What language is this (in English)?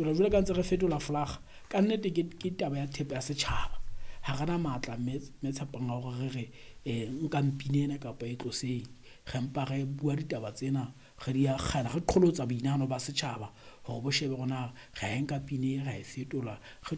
Southern Sotho